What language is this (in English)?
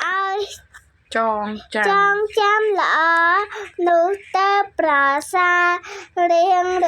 Khmer